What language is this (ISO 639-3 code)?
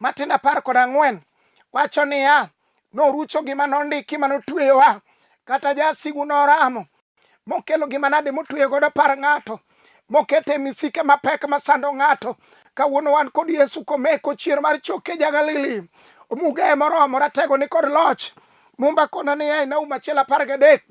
luo